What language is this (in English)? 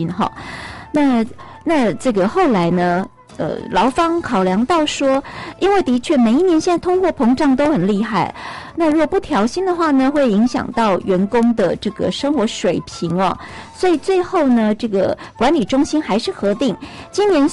Chinese